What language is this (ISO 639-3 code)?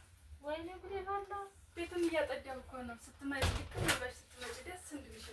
amh